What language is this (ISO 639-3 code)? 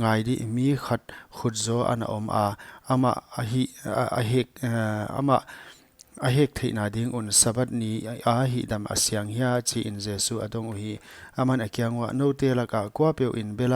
pck